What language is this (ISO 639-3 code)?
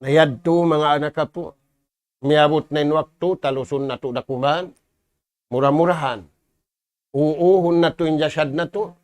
tsg